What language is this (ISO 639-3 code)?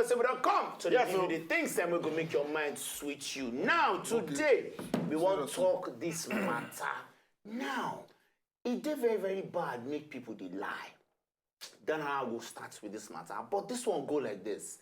pcm